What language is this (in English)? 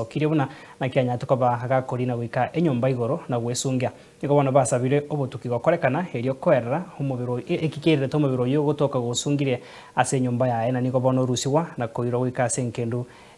Gusii